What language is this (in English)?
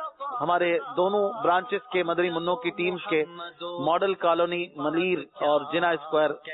Urdu